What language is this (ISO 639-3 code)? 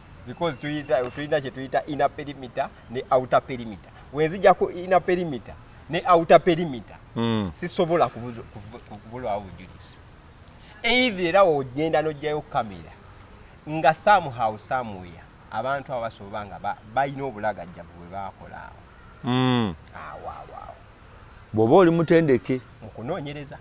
lug